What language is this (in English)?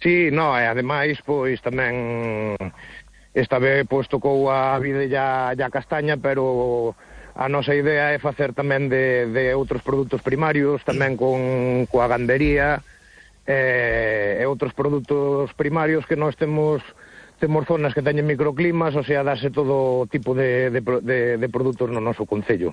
Galician